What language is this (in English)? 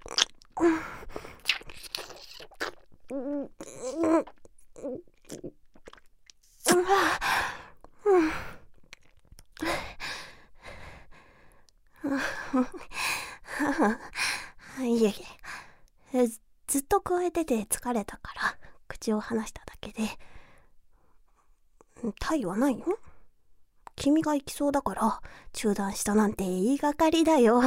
Japanese